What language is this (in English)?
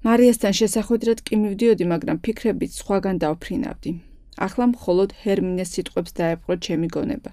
Georgian